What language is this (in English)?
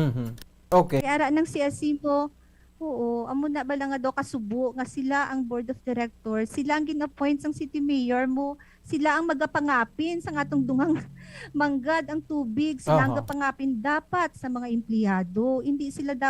Hiligaynon